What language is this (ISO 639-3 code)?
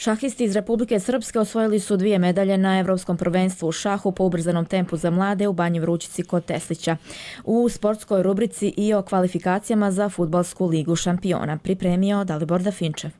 hrv